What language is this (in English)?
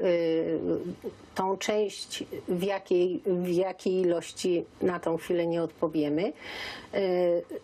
Silesian